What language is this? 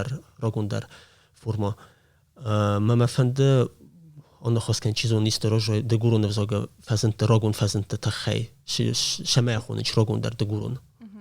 Ossetic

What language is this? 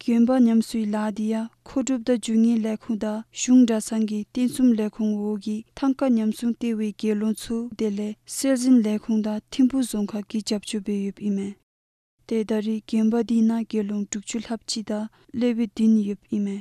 Dzongkha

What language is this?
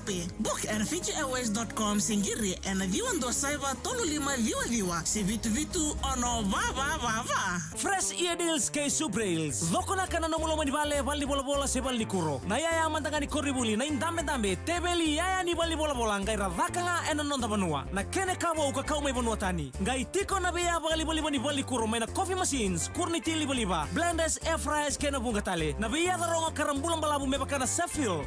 Fijian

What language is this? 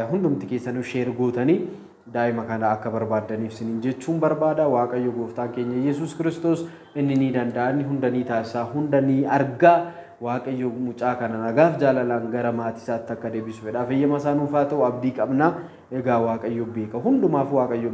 Oromo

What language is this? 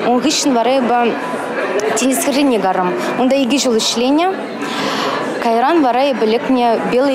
Chuvash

